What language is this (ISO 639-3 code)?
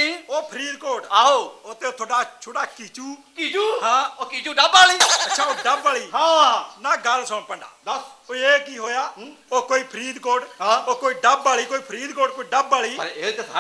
pan